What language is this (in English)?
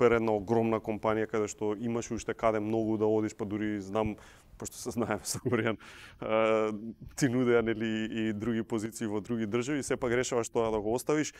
Macedonian